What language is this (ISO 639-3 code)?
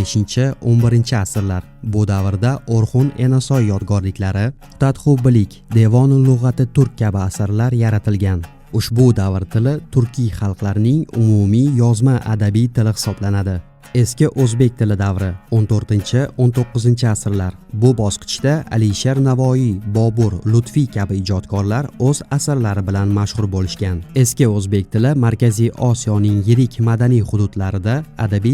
uzb